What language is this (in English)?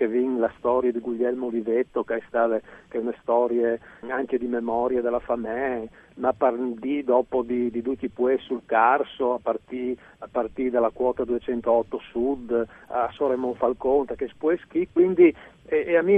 Friulian